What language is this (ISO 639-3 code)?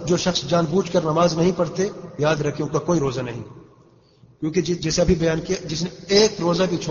urd